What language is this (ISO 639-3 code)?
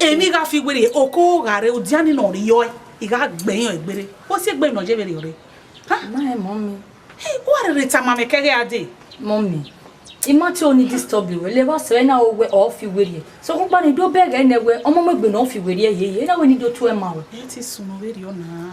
bin